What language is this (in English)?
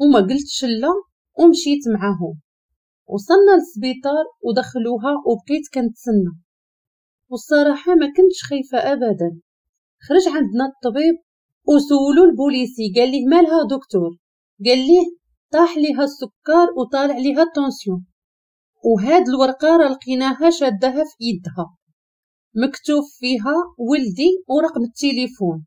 Moroccan Arabic